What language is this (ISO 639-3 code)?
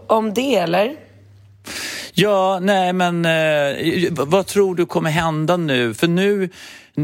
swe